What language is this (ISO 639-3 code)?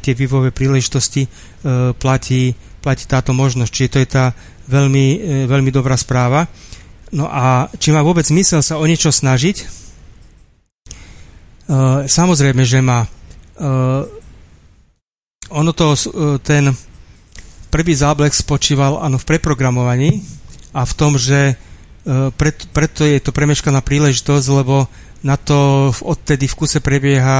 slk